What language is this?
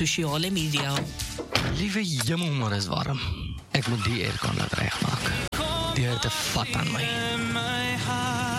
Afrikaans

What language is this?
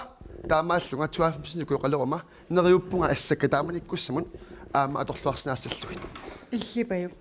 Kalaallisut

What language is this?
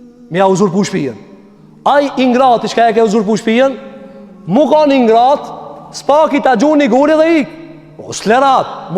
Albanian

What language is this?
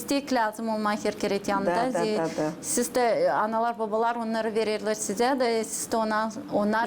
Gagauz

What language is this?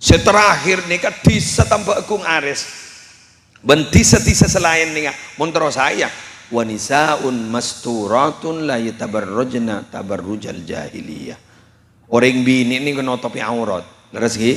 Madurese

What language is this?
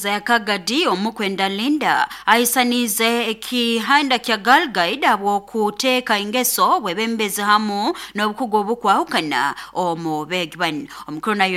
Nyoro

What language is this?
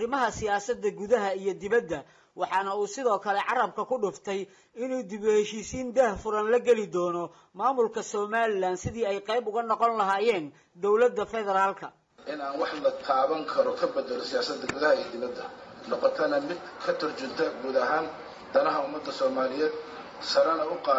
Somali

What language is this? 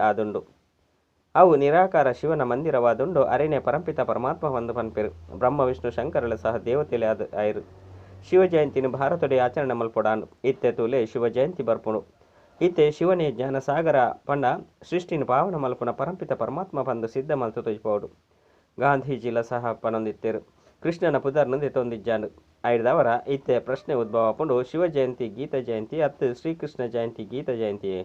Tulu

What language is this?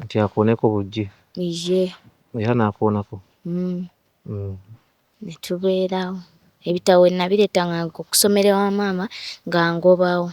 Ganda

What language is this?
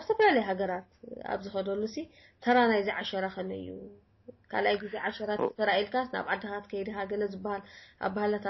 Tigrinya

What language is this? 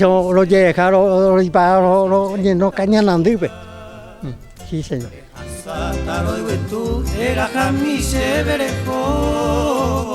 Guarani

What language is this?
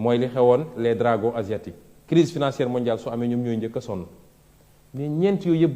Wolof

